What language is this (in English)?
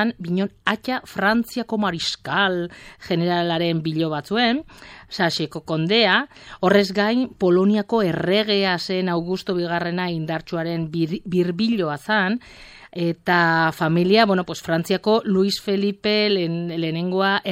Basque